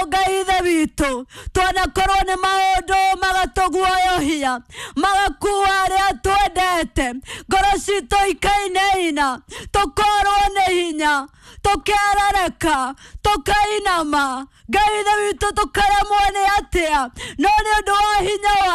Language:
Kikuyu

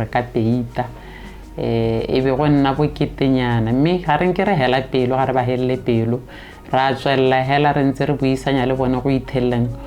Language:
Tswana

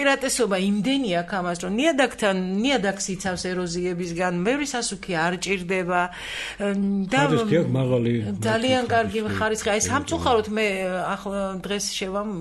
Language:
Georgian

